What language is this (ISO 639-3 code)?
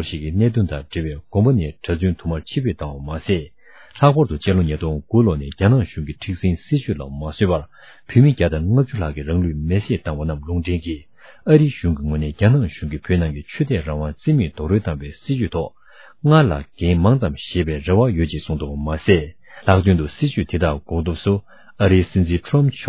bod